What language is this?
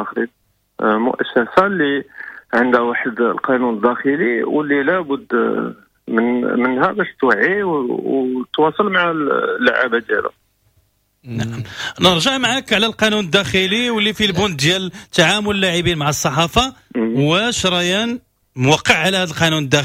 Moroccan Arabic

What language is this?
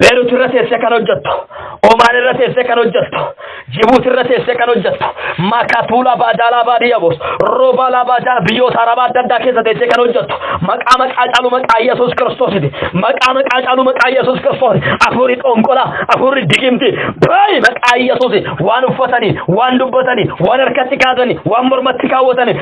Oromo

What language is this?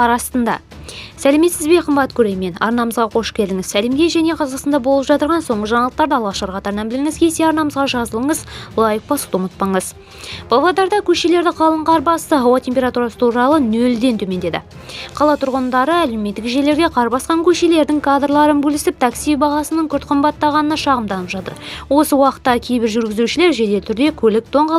Kazakh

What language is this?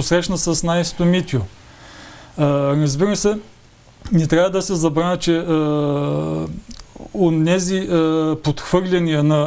Bulgarian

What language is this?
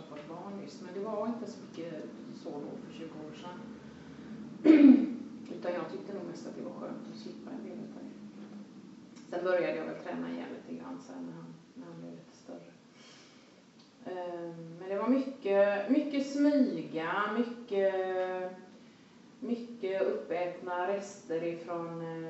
Swedish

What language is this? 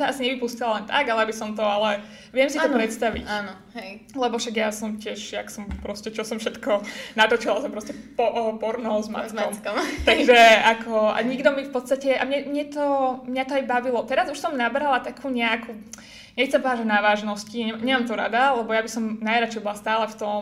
Slovak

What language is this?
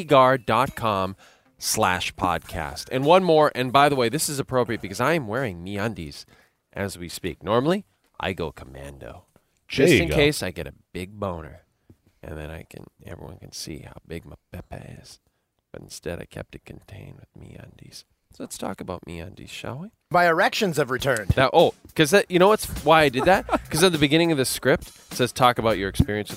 English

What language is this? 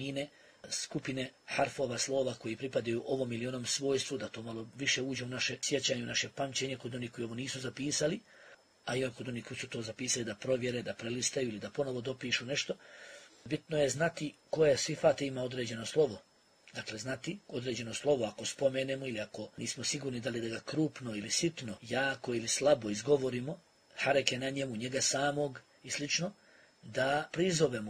Bosnian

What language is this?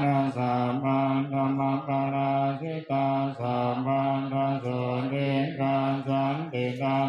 Pali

